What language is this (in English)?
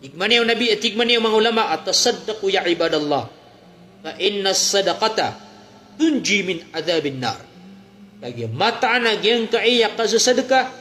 Maranao